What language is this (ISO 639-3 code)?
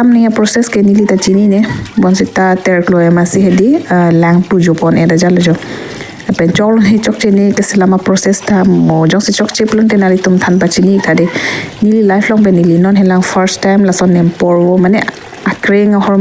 mjw